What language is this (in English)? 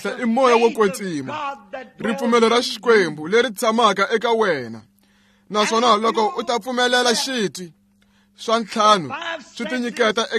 Tsonga